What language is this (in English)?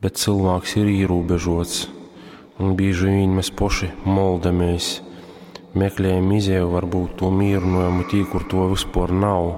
Latgalian